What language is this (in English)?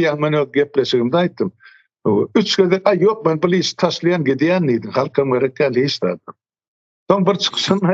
Turkmen